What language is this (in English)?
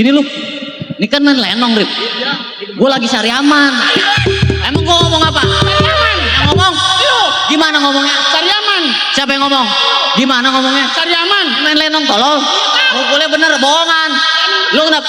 Betawi